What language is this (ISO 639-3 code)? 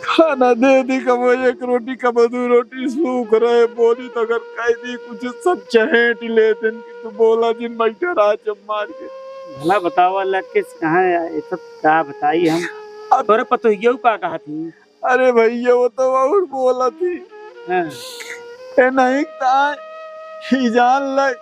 awa